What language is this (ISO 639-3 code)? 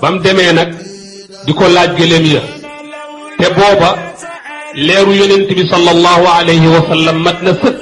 wol